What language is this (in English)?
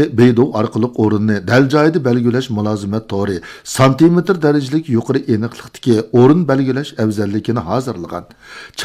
Uyghur